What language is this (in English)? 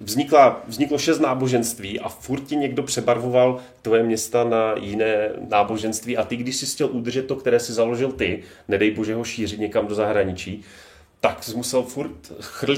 Czech